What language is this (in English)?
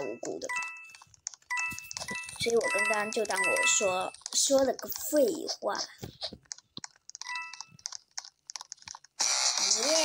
Chinese